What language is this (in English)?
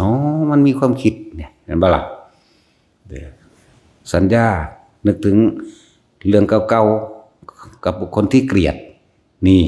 Northeastern Thai